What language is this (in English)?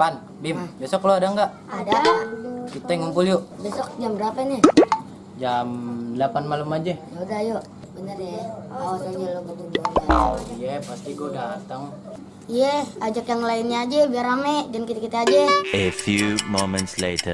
Betawi